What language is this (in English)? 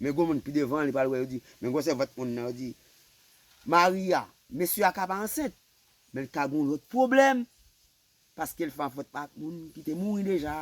Haitian Creole